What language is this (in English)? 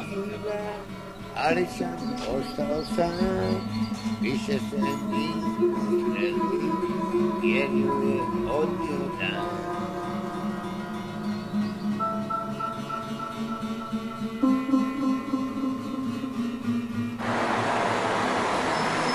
Croatian